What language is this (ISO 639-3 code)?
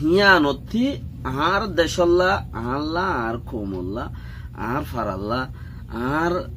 rhg